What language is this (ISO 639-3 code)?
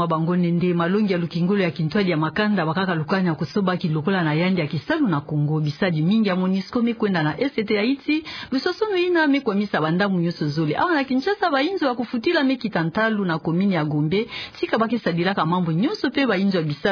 ktu